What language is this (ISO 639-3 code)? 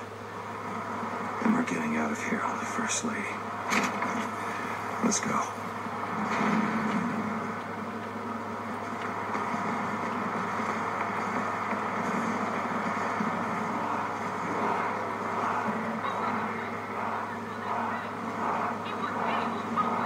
eng